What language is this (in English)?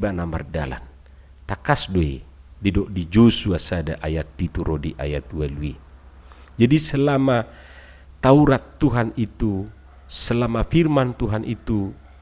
Batak Toba